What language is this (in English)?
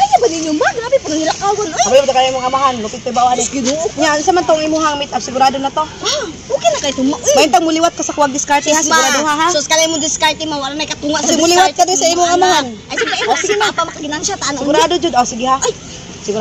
Cebuano